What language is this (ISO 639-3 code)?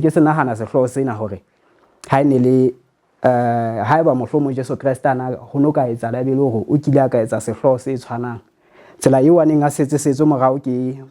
sot